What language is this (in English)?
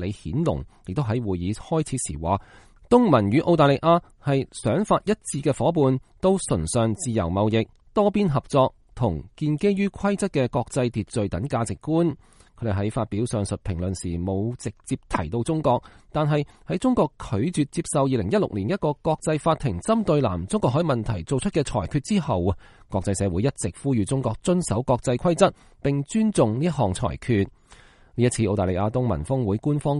Cantonese